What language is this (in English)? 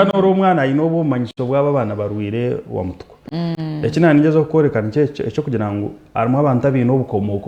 Nyankole